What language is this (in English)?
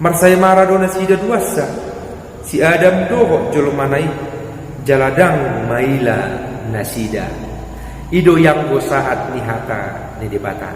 Batak Toba